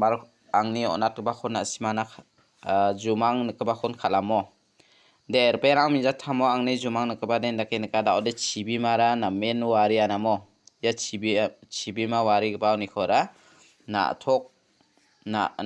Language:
Garo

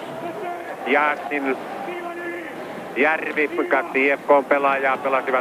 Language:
Finnish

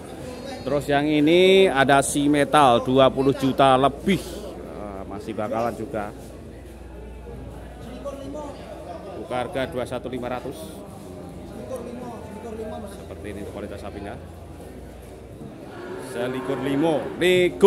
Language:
Indonesian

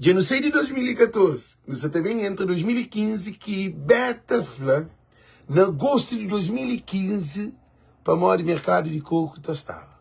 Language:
Kabuverdianu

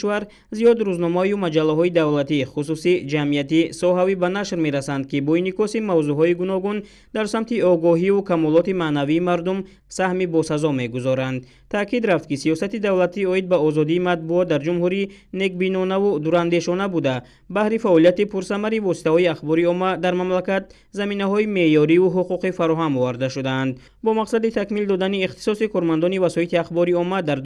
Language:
Tajik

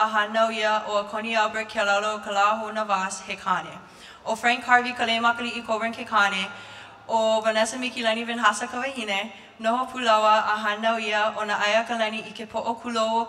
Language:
Hawaiian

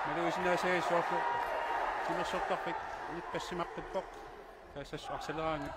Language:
Kalaallisut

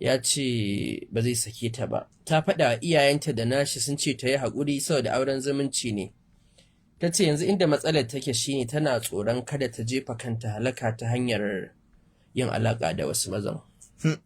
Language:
Hausa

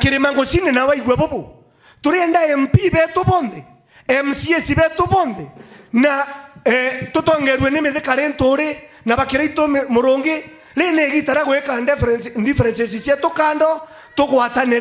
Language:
Meru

